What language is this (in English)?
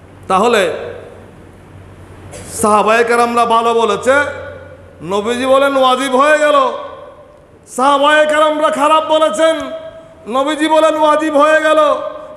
Bangla